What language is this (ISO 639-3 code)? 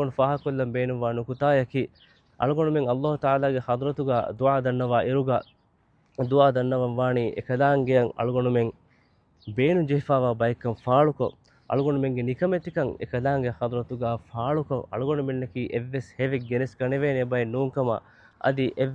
div